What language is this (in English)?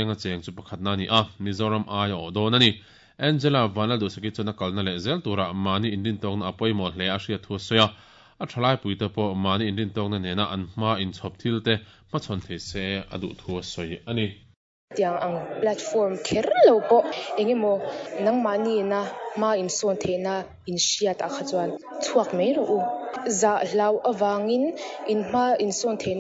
Mizo